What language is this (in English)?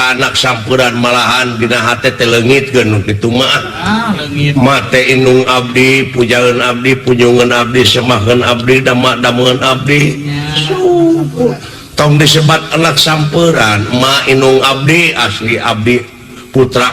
Sundanese